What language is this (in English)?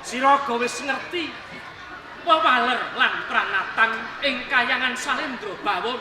Javanese